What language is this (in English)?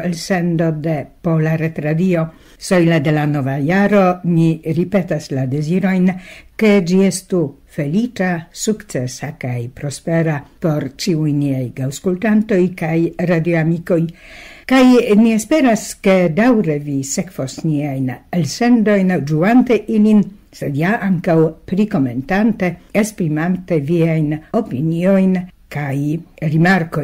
Esperanto